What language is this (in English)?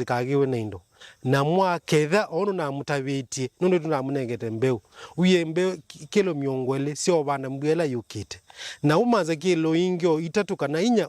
Kamba